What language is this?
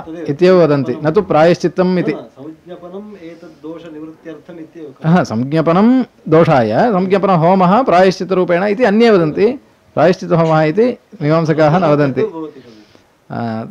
Sanskrit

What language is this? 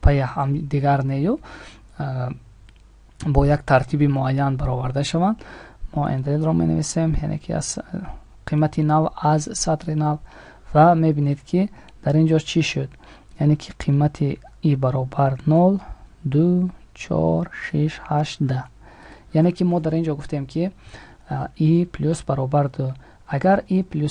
Tajik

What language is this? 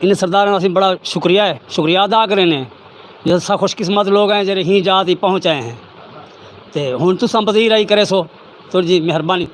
Saraiki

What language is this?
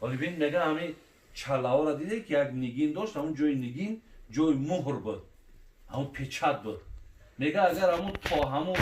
Tajik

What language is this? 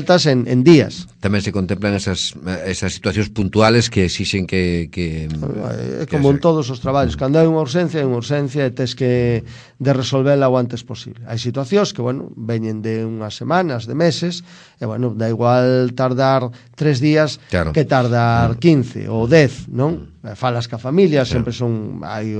Galician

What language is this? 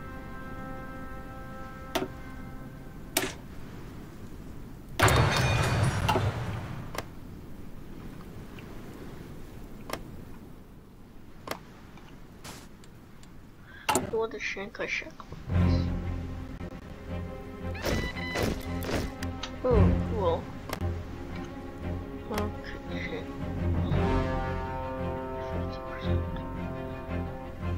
English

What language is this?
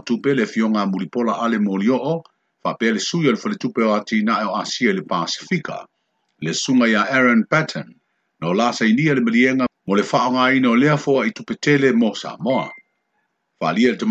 Samoan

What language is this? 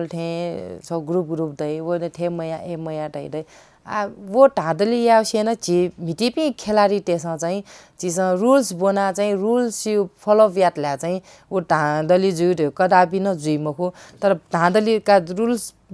Newari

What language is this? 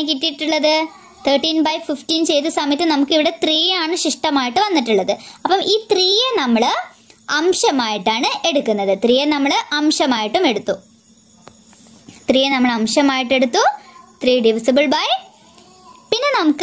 Malayalam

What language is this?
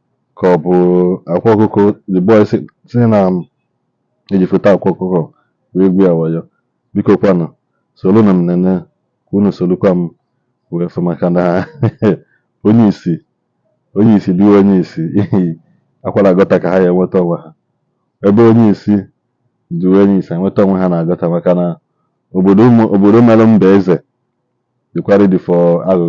Igbo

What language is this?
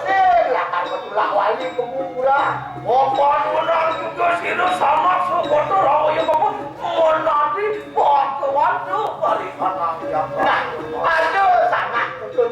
Balinese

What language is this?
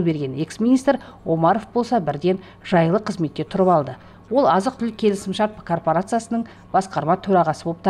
Kazakh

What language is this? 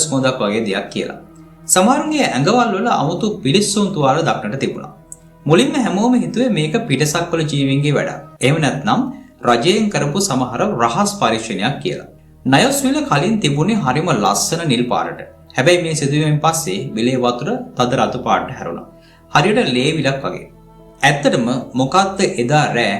Sinhala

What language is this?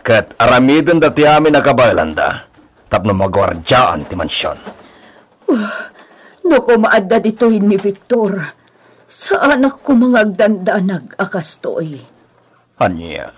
Iloko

